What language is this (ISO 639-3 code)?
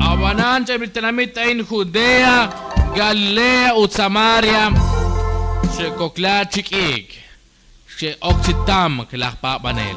kek